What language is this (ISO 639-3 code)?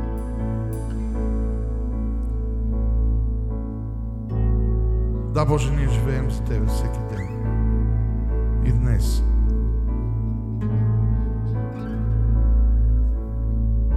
bul